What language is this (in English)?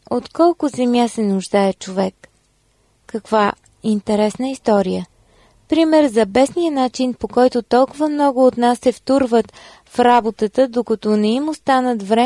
Bulgarian